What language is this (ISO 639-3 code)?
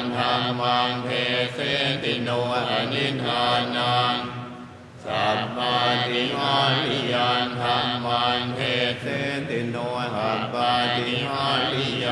pli